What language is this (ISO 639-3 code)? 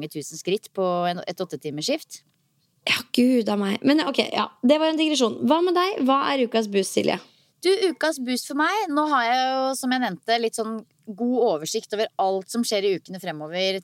nor